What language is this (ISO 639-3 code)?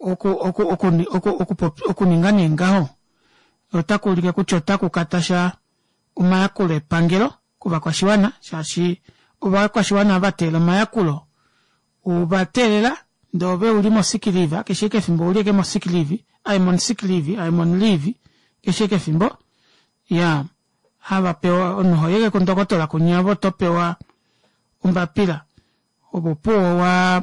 kua